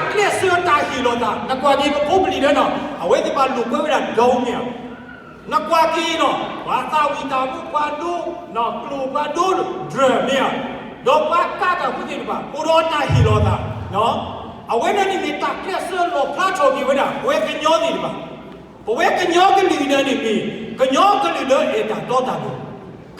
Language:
S'gaw Karen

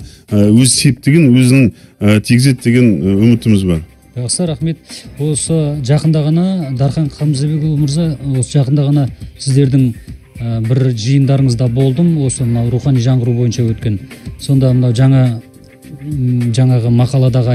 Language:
Kazakh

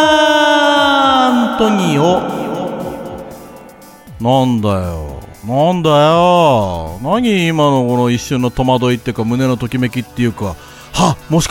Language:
Japanese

